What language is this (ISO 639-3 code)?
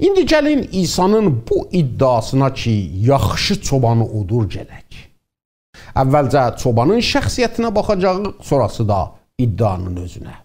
azb